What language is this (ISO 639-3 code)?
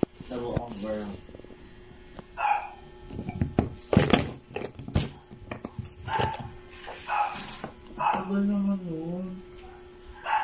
fil